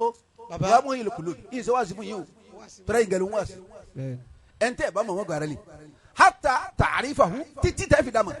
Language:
Yoruba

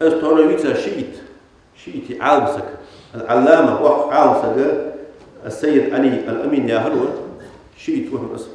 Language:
Ingush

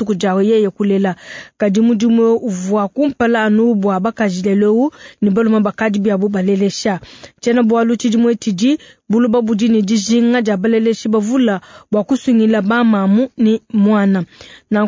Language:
Luba-Lulua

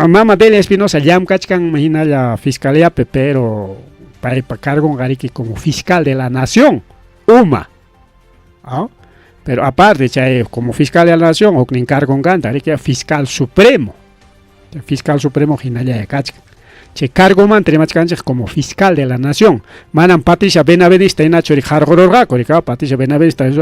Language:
Ayacucho Quechua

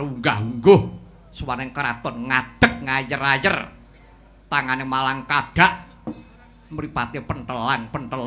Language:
Javanese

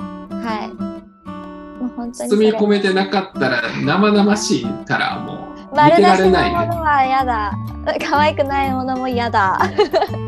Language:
Japanese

